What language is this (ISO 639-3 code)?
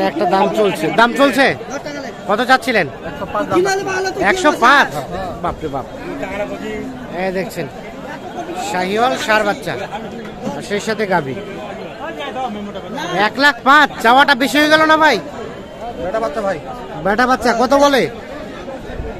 ben